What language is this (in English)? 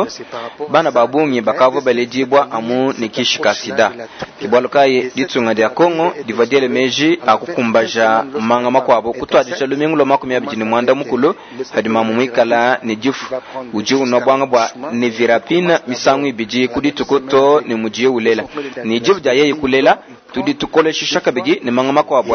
Luba-Lulua